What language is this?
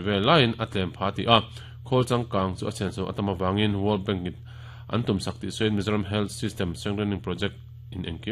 Mizo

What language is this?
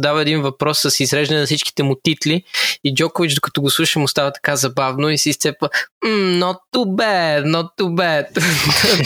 Bulgarian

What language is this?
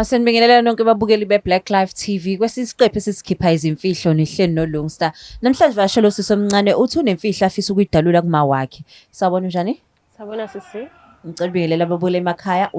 Zulu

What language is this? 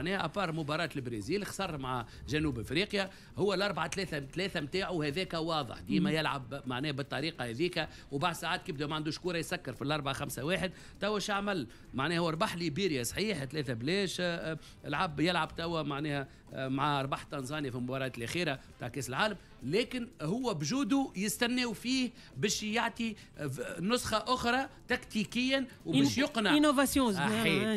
Tunisian Arabic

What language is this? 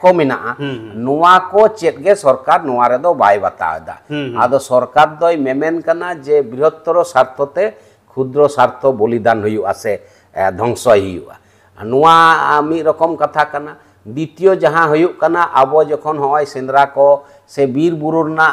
Santali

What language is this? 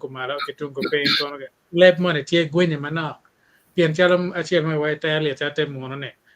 Acoli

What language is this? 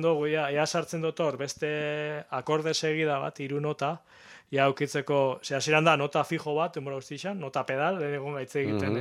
Basque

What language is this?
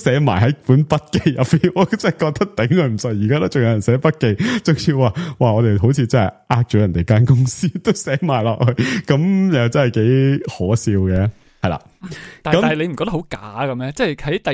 Cantonese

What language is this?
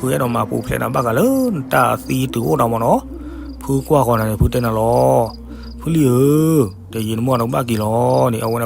S'gaw Karen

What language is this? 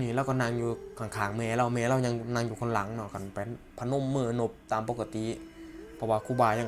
Lao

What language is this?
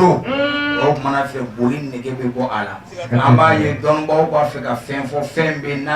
Bambara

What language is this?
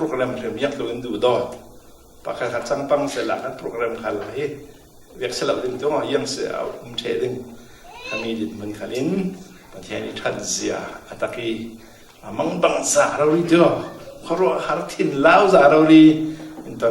Falam Chin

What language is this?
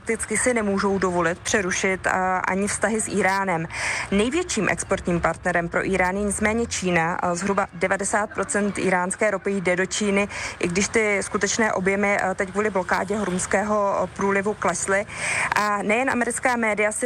Czech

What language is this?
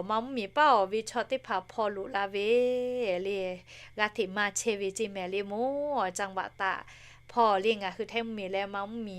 Lahu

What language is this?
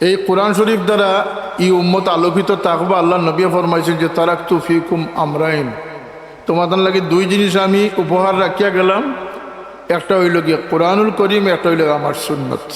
Sylheti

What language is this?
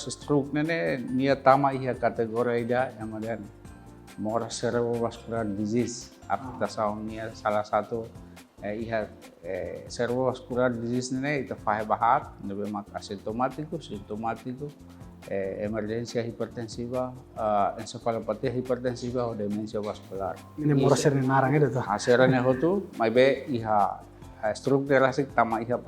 Tetum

